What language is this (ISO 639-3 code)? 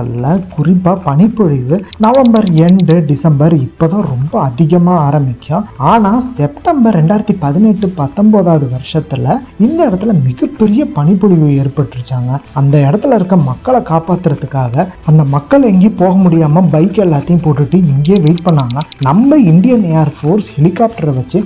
tam